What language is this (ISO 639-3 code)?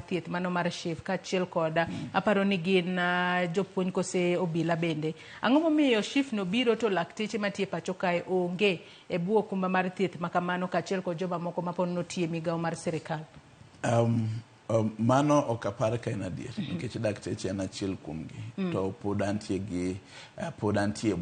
luo